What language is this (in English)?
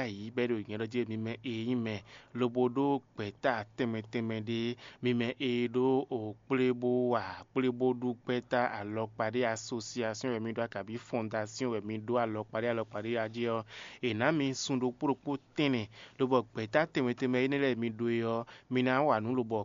Fon